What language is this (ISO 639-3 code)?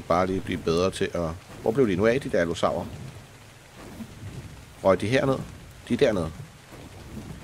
dan